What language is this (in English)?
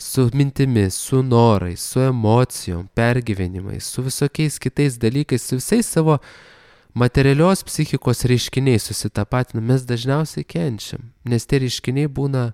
Lithuanian